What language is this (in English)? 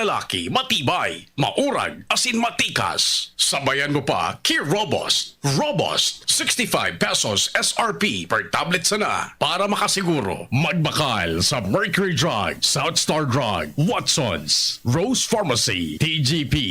Bikol